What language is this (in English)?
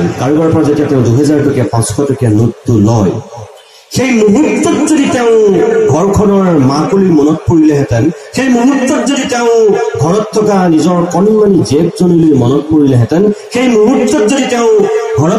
Assamese